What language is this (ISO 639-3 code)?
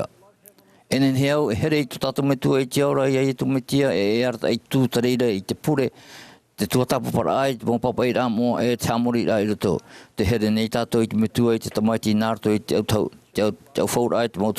tah